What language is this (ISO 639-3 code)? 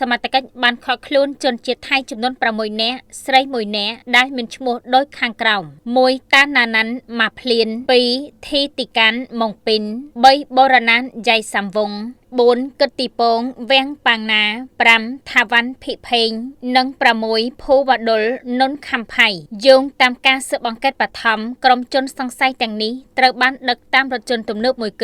khm